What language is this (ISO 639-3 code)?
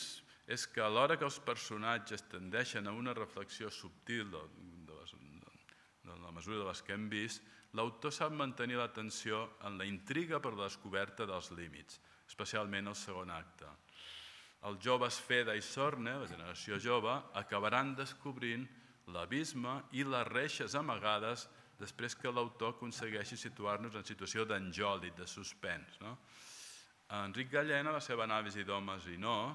cat